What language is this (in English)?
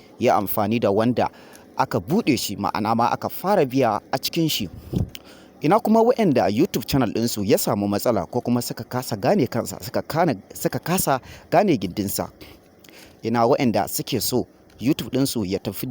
Hausa